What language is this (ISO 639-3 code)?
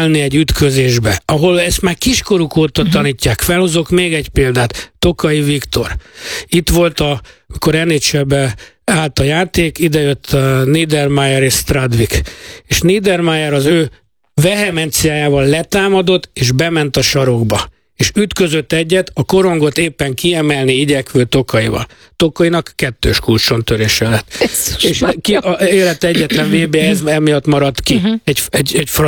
hun